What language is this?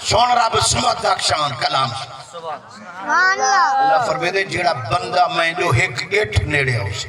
Saraiki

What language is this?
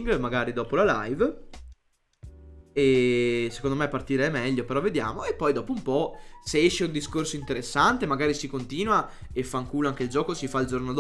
Italian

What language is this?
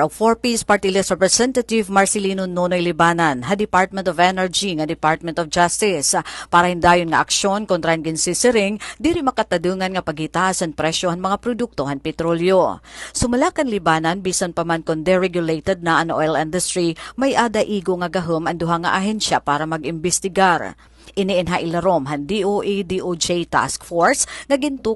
Waray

